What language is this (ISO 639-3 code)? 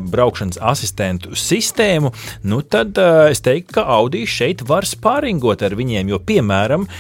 lav